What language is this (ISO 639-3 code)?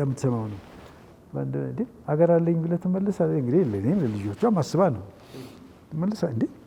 amh